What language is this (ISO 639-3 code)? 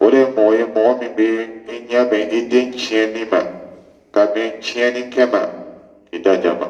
dyu